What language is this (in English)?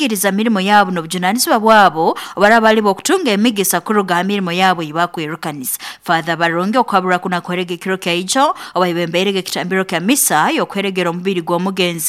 Nyoro